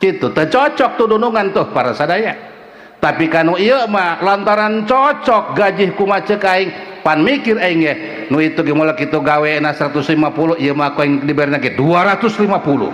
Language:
Sundanese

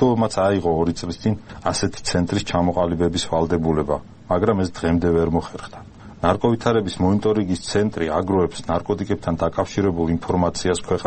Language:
Georgian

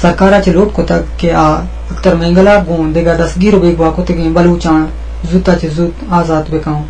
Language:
Eastern Balochi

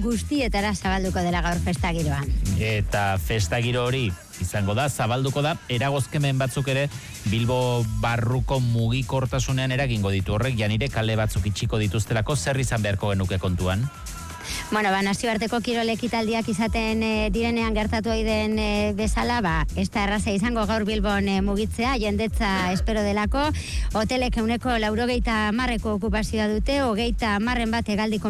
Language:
Basque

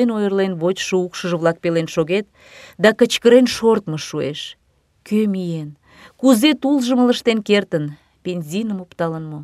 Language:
Mari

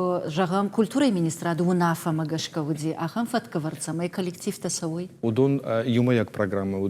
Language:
Ossetic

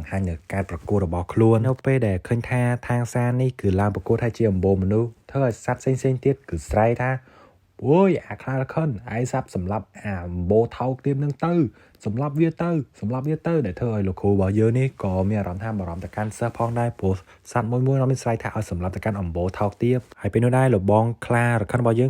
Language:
Khmer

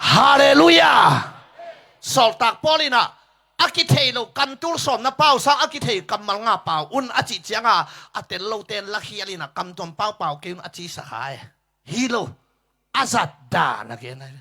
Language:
Tedim Chin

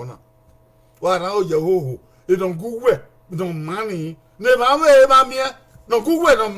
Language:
Bini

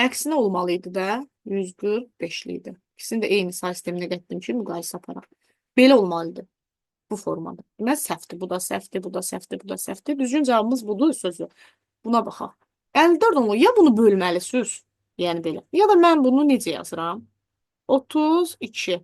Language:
Azerbaijani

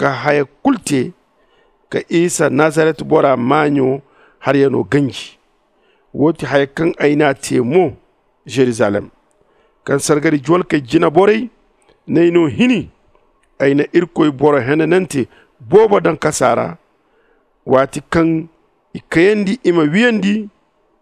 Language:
Zarma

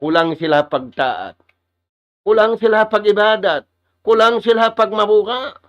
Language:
Tausug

